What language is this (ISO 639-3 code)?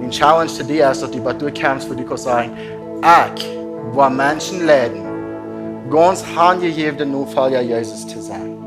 pdt